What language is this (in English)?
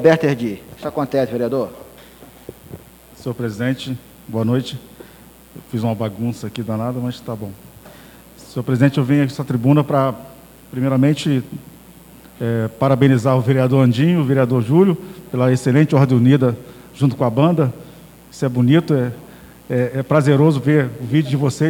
Portuguese